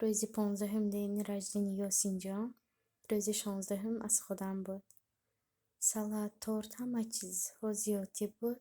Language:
Tajik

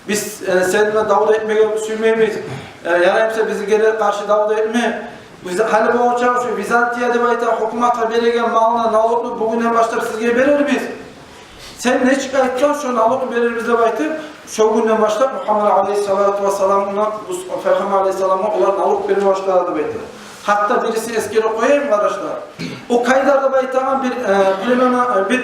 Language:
Kumyk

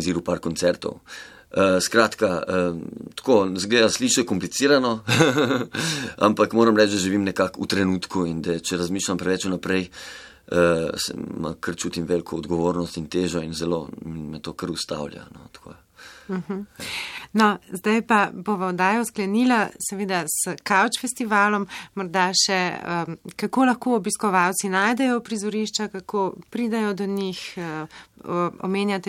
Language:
Slovenian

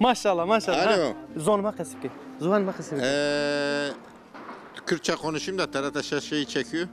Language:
Zaza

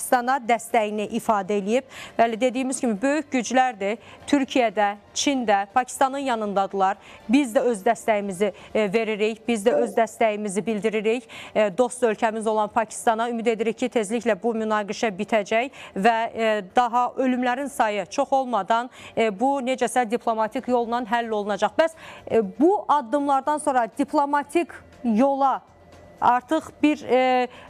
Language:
Azerbaijani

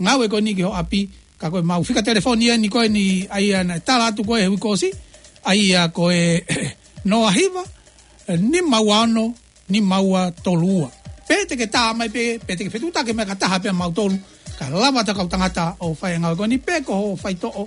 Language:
Tongan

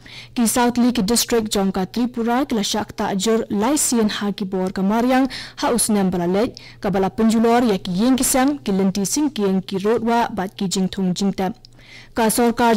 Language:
Khasi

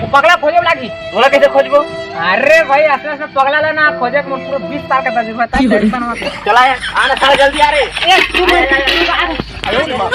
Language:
Chhattisgarhi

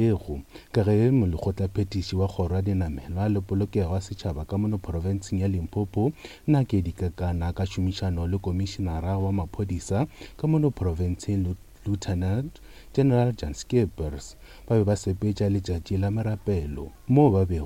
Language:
Northern Sotho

